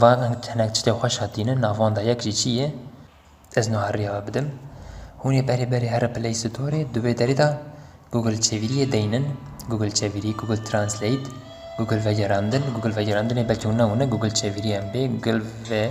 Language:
Kurdish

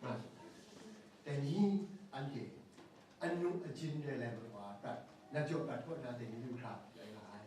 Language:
Kachin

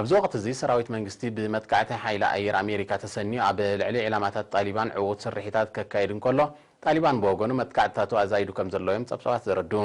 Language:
Tigrinya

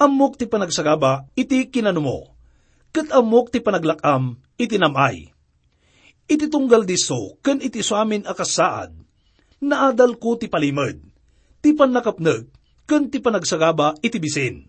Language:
Iloko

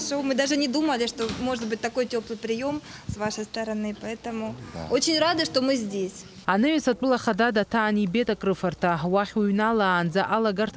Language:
Abkhazian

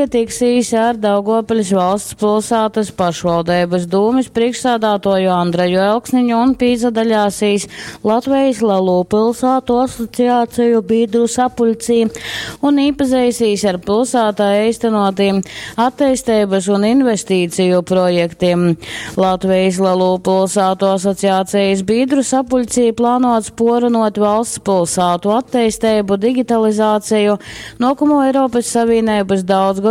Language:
Latgalian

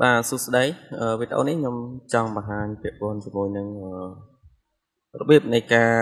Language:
Khmer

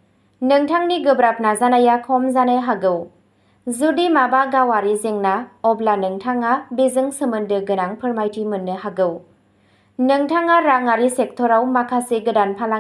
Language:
Bodo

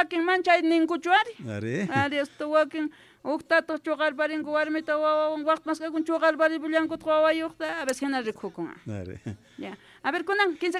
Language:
South Bolivian Quechua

